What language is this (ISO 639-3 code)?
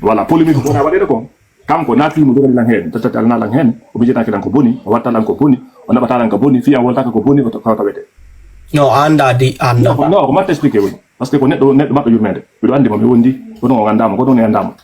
ful